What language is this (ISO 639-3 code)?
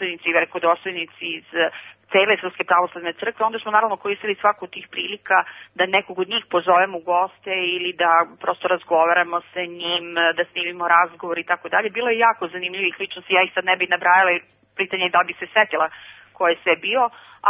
srp